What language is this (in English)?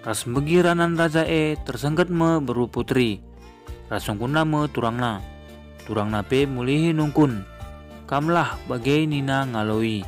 Batak Karo